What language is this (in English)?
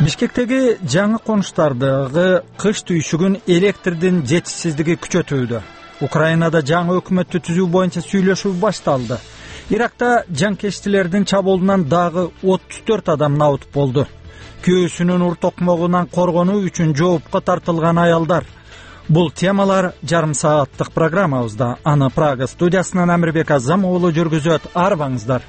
Kyrgyz